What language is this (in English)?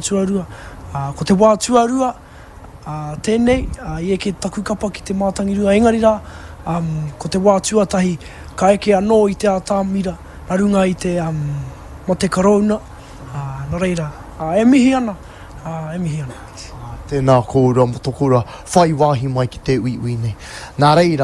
Māori